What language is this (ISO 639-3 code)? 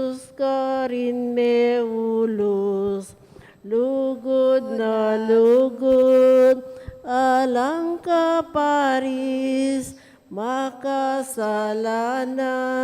pam